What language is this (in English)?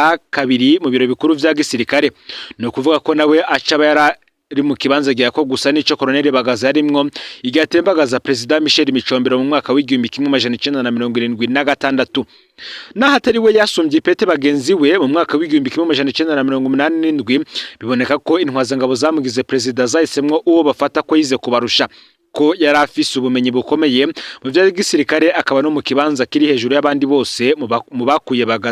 Rundi